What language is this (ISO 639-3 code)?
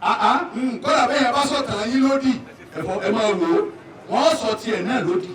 yor